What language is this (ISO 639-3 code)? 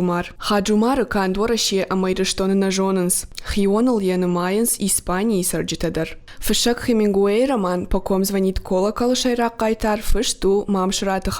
oss